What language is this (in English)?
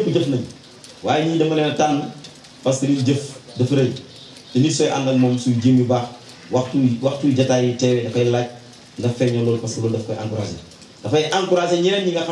Wolof